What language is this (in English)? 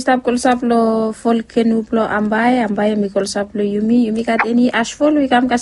Bislama